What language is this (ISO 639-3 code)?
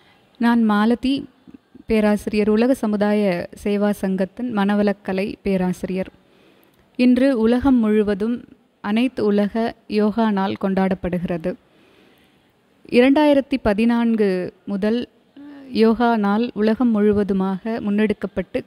tam